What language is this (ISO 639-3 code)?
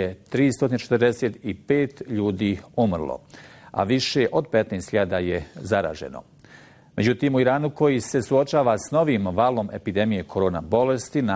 bos